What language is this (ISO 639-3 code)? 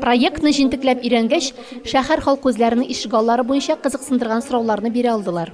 tat